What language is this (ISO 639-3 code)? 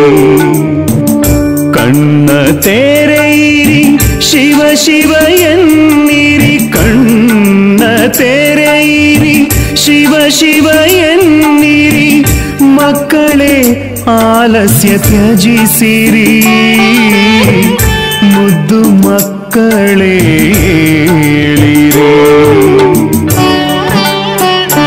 kan